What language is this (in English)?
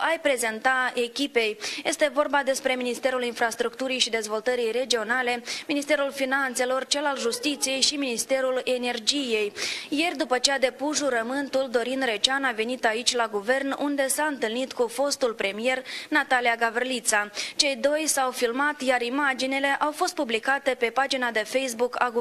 Romanian